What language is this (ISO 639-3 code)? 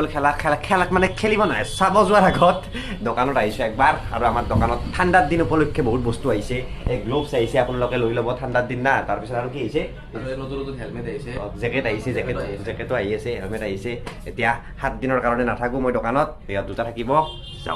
asm